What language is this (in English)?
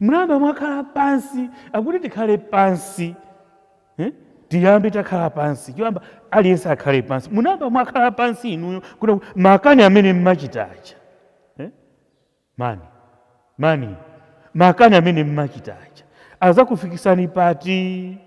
Nyanja